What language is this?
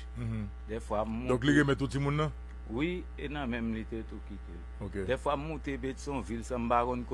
Haitian Creole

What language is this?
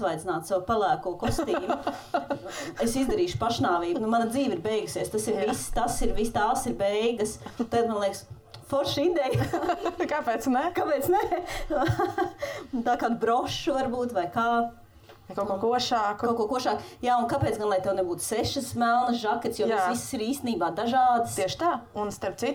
Latvian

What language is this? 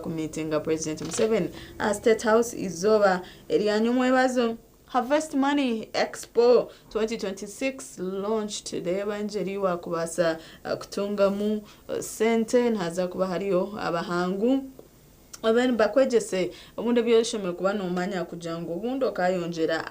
Nyankole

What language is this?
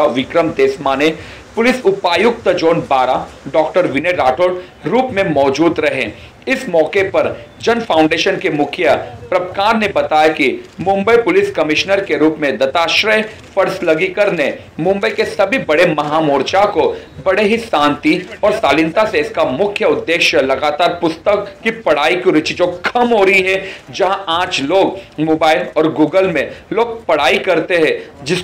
Hindi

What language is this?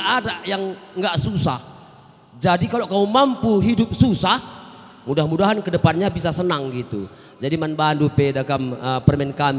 Batak Karo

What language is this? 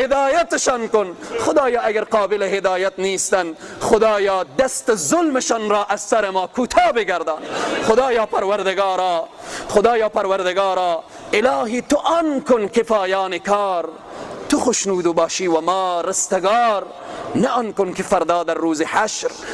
Persian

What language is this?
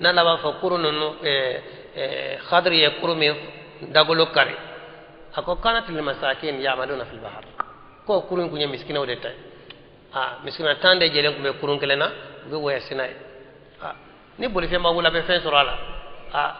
Bambara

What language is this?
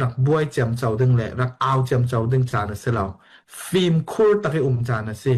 Falam Chin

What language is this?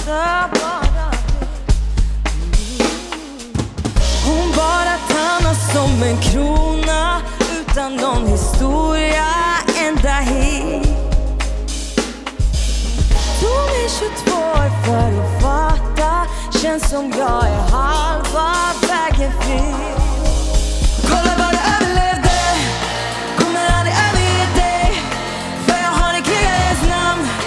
Swedish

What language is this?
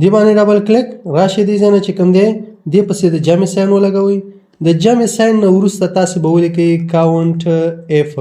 Pashto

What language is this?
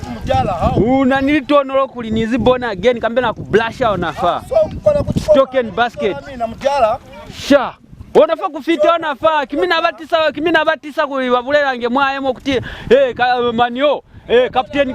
Lozi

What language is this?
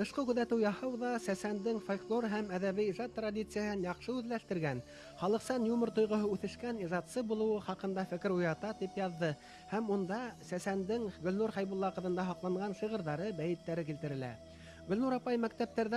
Bashkir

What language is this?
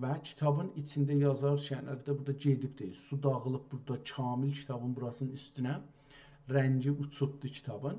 South Azerbaijani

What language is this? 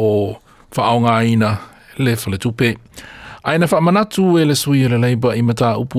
Samoan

